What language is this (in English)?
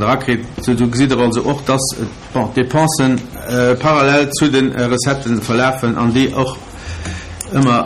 Luxembourgish